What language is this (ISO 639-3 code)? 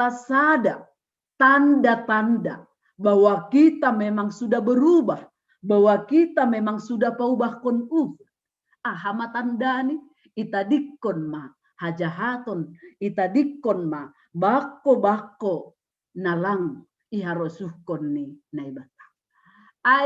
bts